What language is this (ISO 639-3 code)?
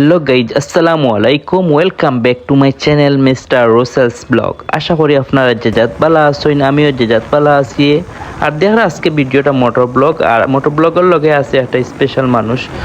syl